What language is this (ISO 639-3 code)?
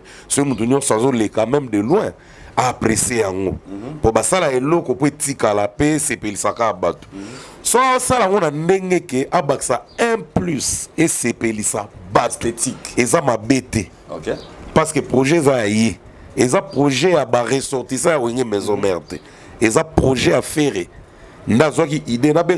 lin